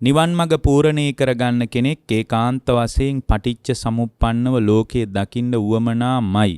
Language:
Sinhala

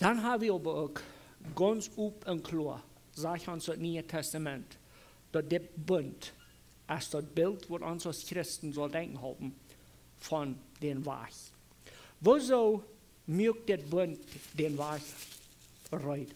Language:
Plautdietsch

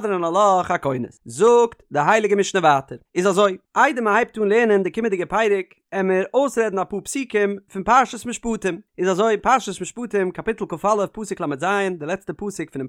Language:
Yiddish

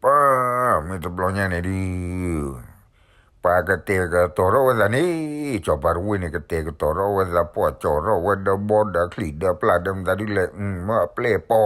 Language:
S'gaw Karen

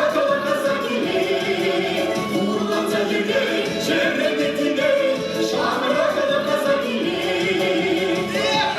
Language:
Chuvash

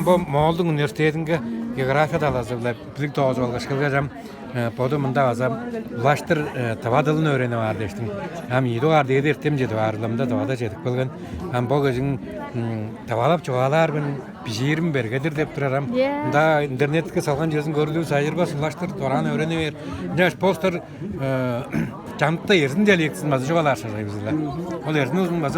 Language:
Tuvinian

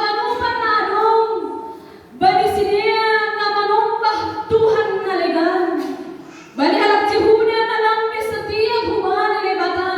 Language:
Batak Simalungun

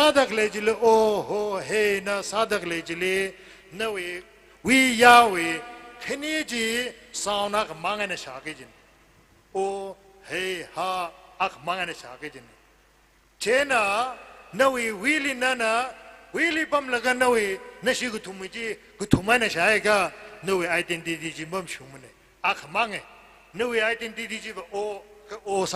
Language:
Tangkhul Naga (India)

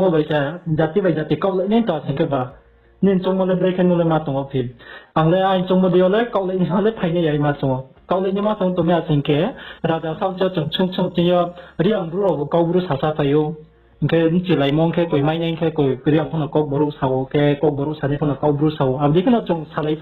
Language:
Riang (India)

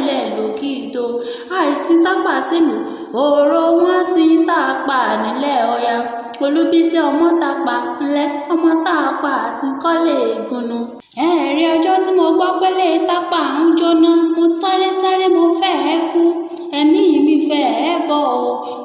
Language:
Yoruba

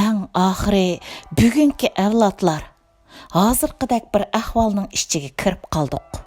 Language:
Uyghur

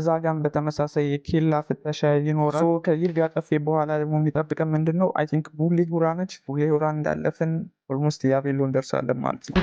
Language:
Amharic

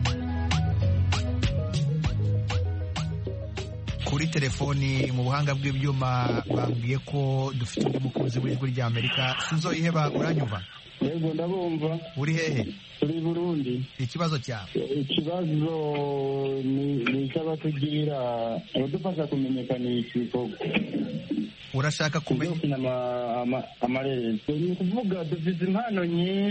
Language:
Kinyarwanda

